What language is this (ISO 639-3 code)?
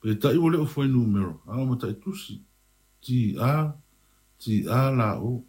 smo